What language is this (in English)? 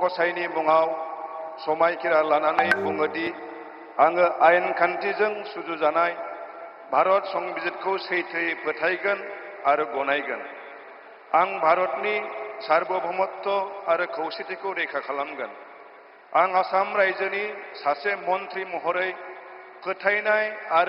Bodo